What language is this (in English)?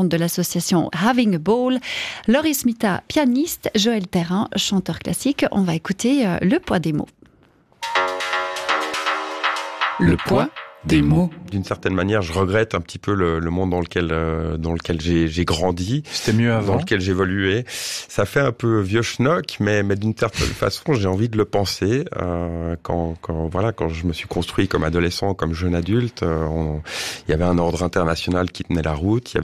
French